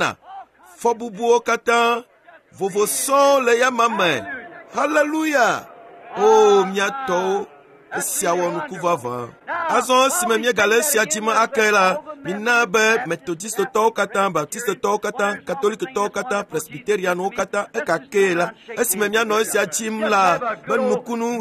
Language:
Ewe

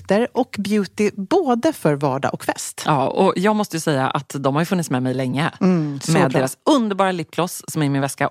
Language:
Swedish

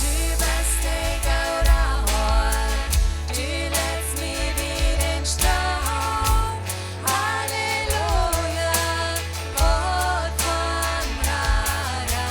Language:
Plautdietsch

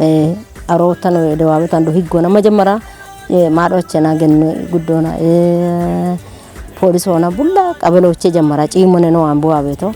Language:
Kafa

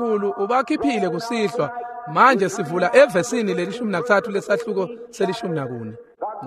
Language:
Swati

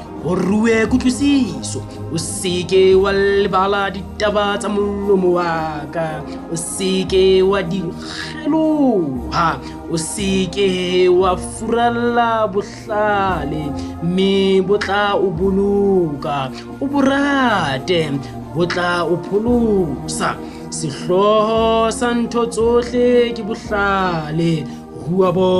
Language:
Southern Sotho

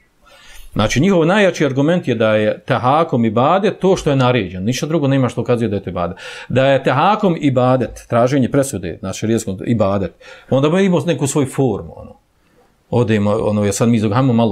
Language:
Bosnian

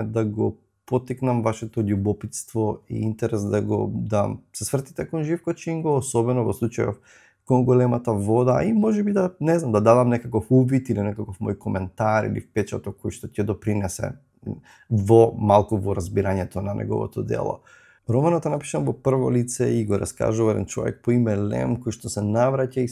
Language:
Macedonian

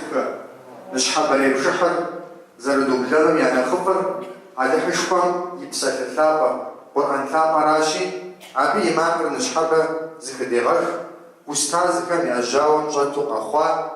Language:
Kabardian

